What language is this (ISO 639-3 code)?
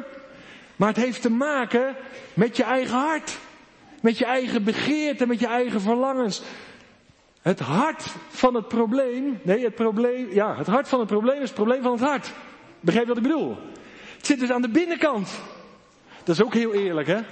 nld